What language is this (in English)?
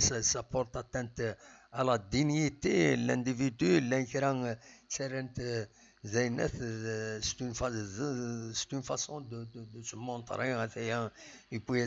Kabyle